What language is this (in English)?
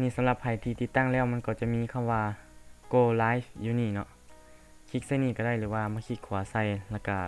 Lao